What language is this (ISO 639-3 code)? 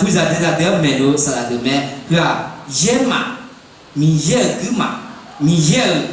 ahk